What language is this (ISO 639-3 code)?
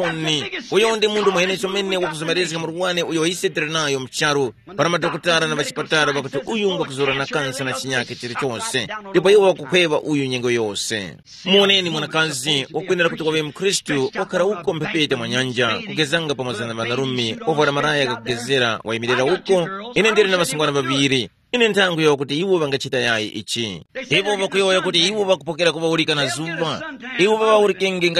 tum